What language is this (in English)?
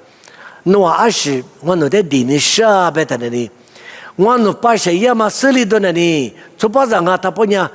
Lisu